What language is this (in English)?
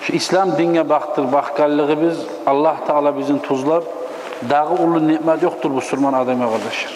Kumyk